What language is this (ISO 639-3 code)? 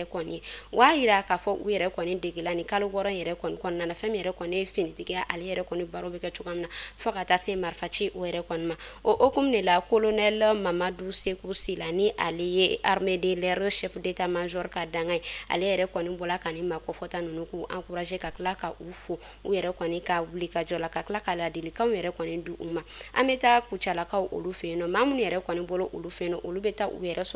bam